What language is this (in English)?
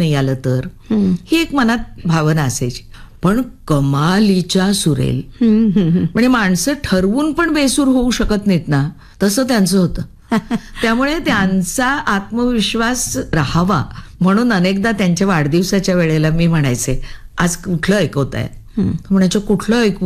Marathi